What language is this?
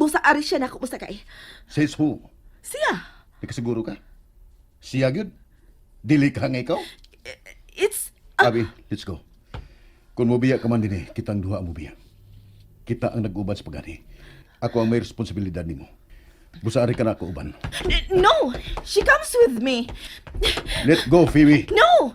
Cebuano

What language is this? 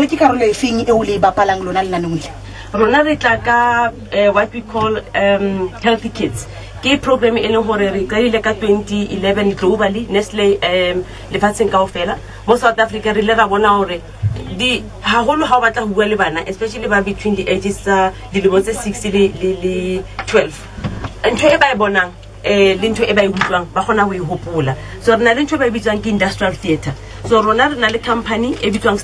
Southern Sotho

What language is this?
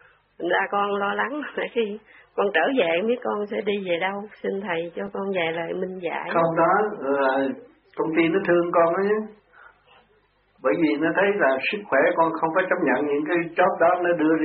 Vietnamese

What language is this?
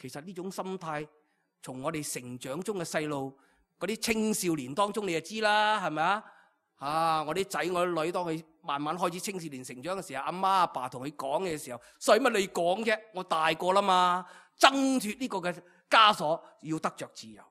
Cantonese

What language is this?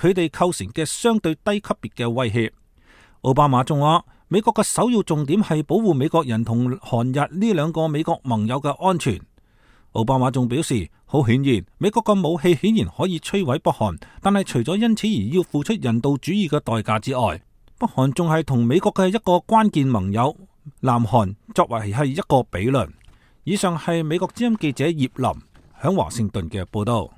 Cantonese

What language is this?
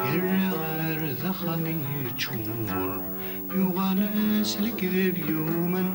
Kabyle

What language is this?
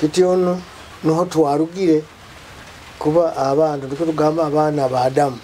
Nyoro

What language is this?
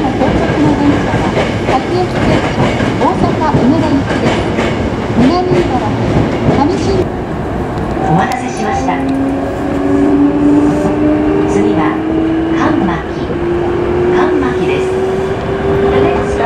Japanese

